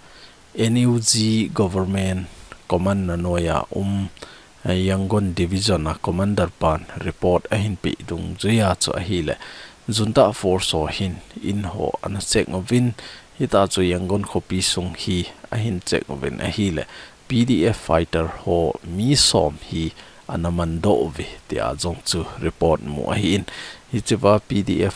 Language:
Thado Chin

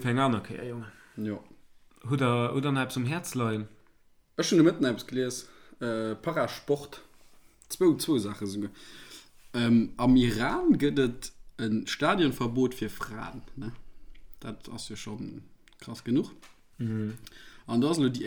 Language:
Luxembourgish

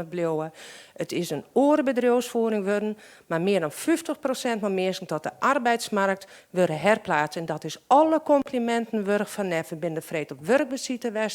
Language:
Western Frisian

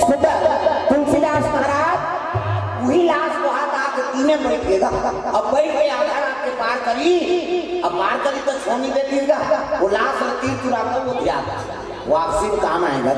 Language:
Chhattisgarhi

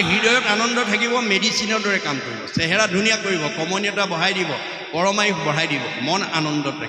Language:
Assamese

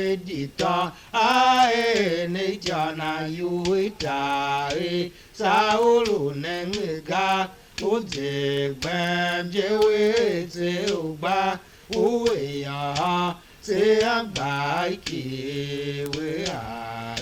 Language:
Tiv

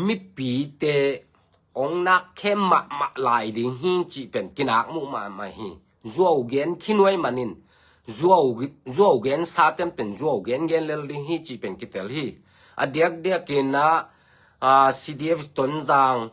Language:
Tedim Chin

